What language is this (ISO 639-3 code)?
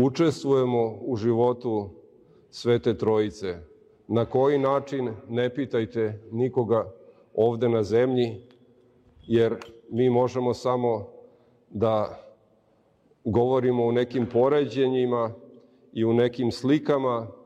srp